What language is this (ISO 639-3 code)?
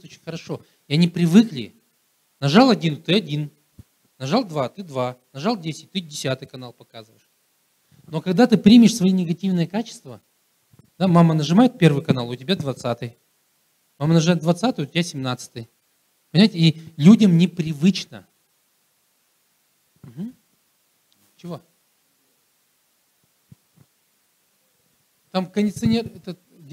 rus